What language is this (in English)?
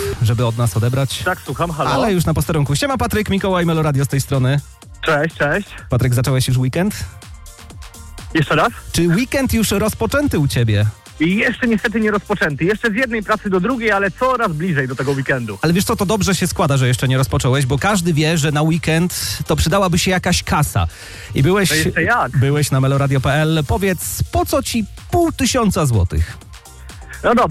Polish